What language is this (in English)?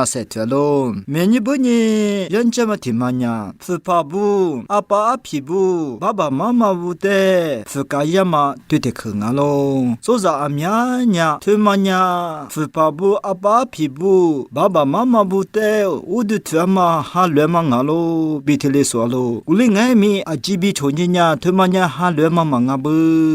Lisu